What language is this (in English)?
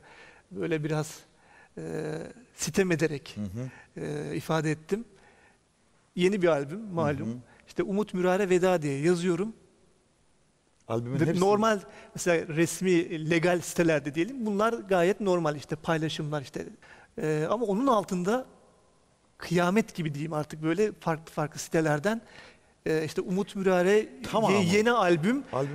Turkish